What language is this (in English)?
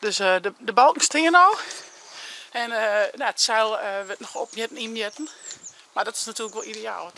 Western Frisian